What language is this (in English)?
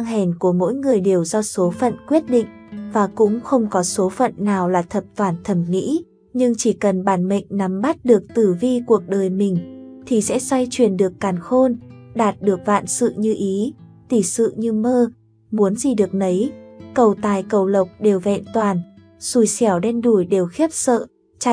Vietnamese